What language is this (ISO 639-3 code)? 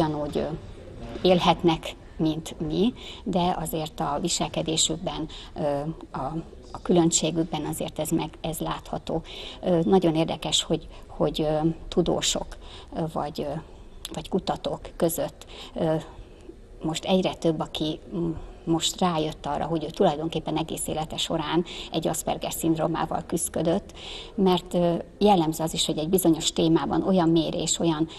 hun